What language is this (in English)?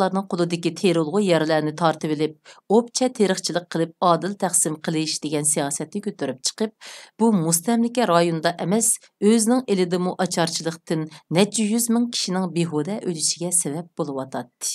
Uyghur